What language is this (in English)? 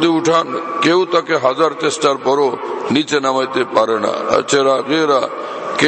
Bangla